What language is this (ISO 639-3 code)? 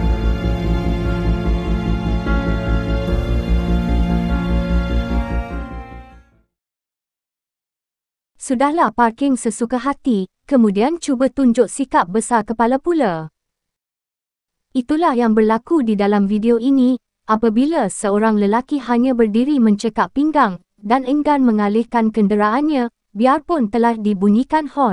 msa